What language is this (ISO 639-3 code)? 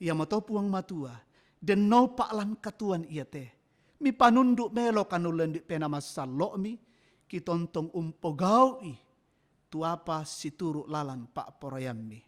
sda